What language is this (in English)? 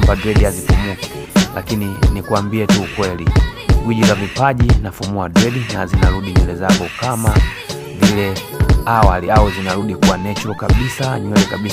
Swahili